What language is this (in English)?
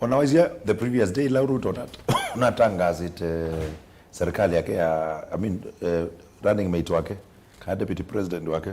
Kamba